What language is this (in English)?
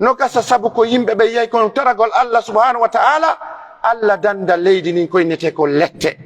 Pular